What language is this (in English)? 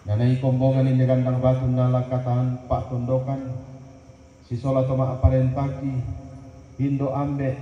Toraja-Sa'dan